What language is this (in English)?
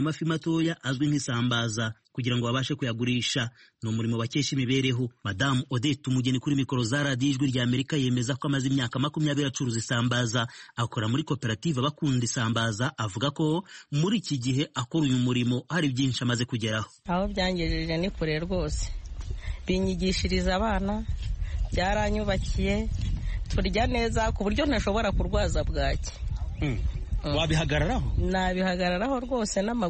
Kinyarwanda